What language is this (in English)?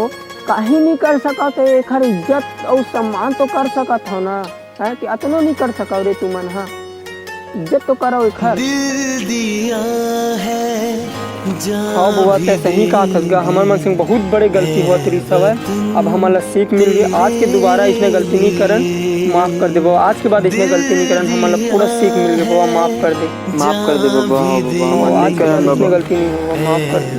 Chhattisgarhi